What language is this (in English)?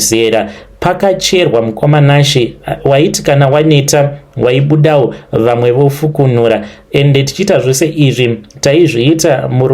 Shona